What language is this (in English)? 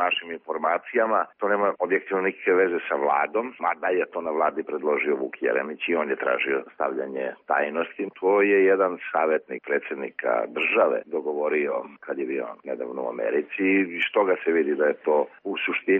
Serbian